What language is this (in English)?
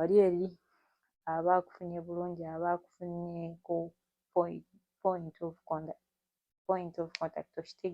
Ganda